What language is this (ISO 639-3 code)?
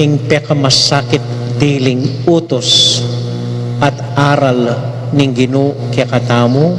pam